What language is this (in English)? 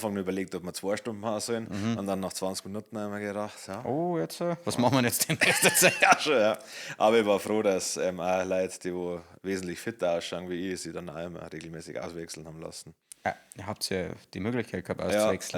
Bavarian